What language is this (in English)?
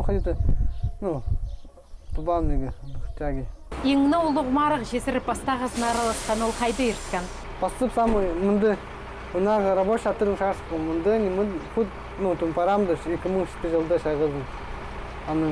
Khakas